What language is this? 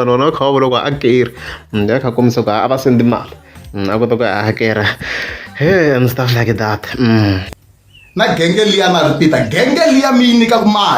Tsonga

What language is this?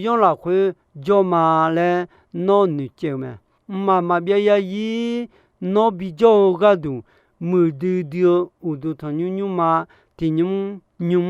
Akha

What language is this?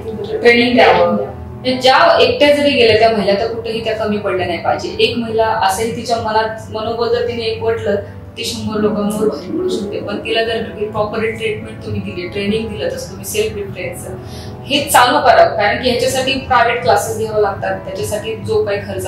Marathi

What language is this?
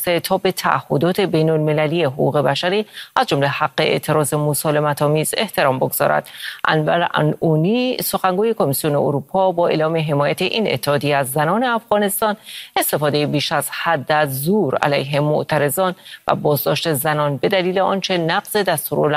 Persian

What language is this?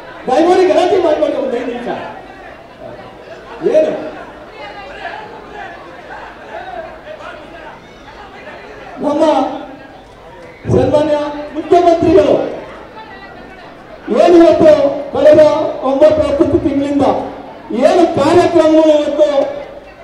Kannada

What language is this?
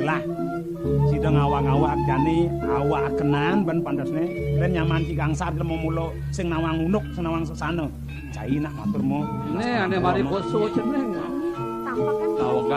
Balinese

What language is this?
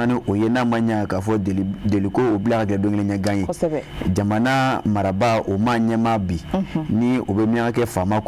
Bambara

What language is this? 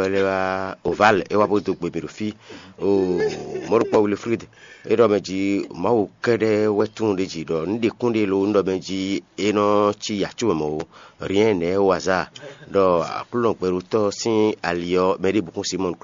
Fon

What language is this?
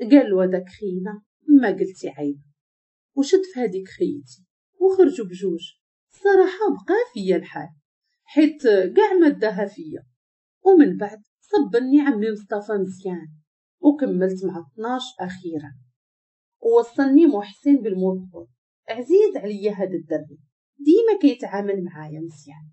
Moroccan Arabic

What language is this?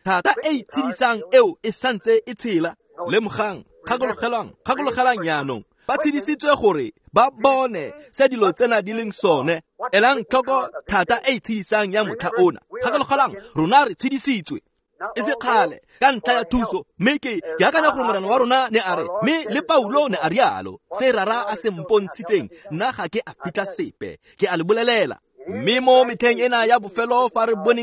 Tswana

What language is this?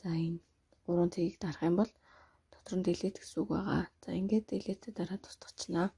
Mongolian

